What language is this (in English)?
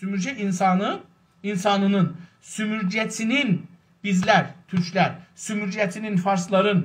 South Azerbaijani